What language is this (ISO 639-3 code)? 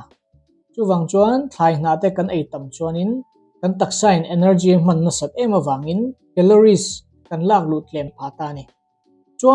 lus